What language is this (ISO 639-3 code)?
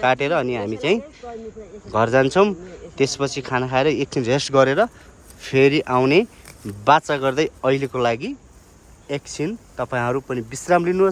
nep